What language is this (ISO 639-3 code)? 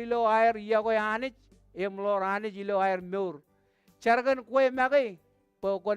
mah